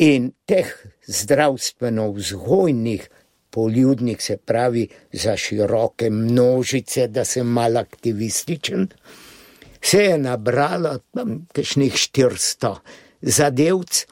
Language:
Slovenian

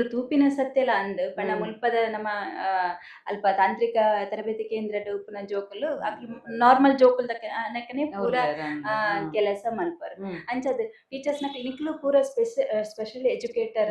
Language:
Tulu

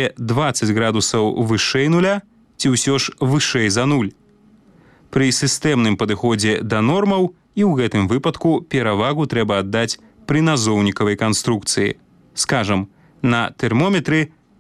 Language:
Belarusian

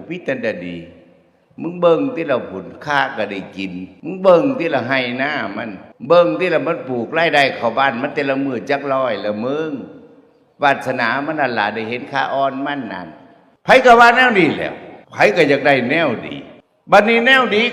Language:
Northeastern Thai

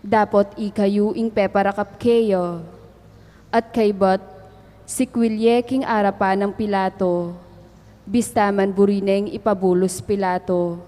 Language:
Pampanga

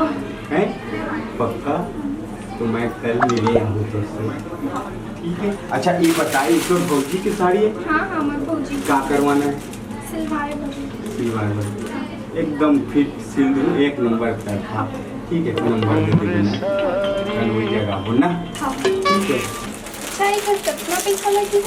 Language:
Chhattisgarhi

